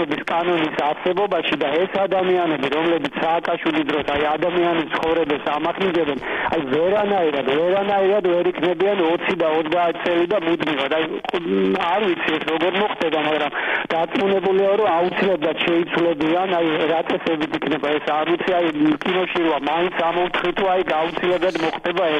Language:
Georgian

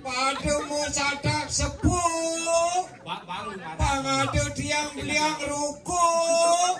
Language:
Balinese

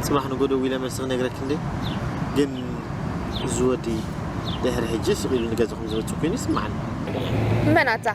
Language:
Tigrinya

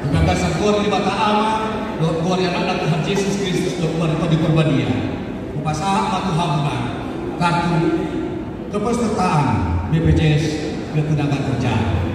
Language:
Batak Toba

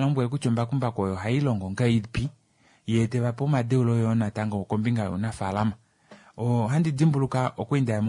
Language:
Kuanyama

